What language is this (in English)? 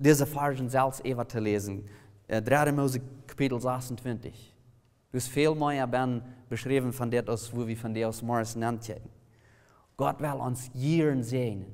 Plautdietsch